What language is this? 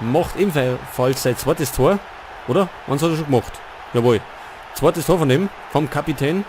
Bavarian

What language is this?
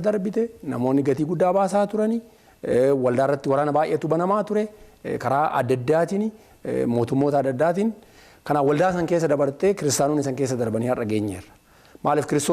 Oromo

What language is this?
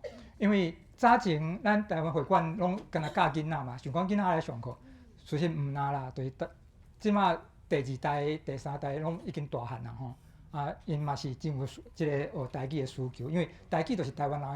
Min Nan Chinese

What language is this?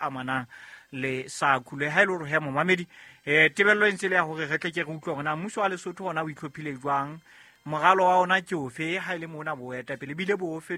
Southern Sotho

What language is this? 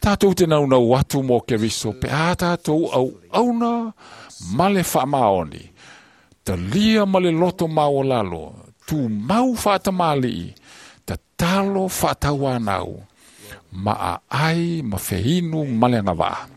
Samoan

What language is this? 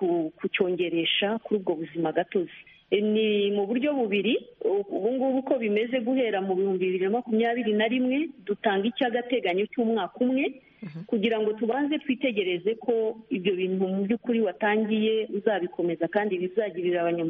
Kinyarwanda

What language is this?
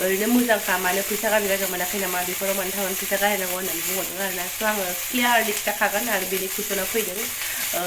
Bodo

